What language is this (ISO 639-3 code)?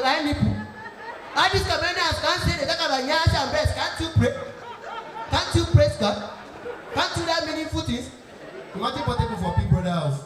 pcm